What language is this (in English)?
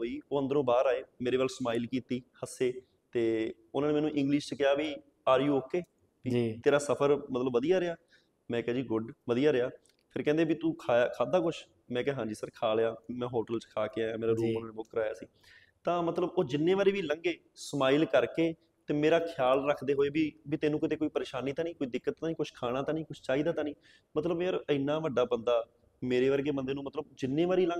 Punjabi